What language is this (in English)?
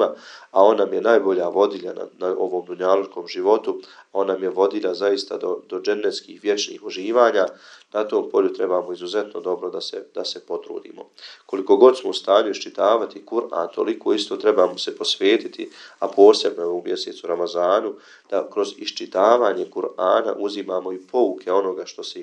Bosnian